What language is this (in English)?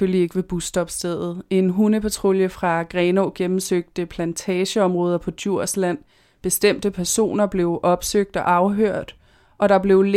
Danish